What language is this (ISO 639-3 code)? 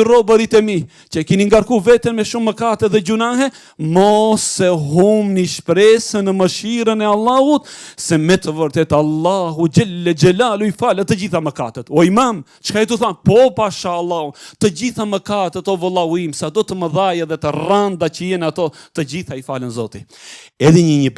sqi